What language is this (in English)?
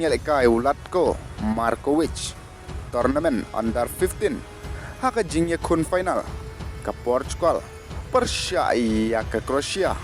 Khasi